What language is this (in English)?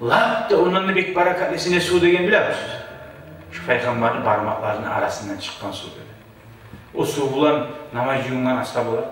Kumyk